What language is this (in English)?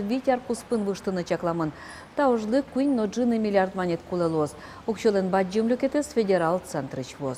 Udmurt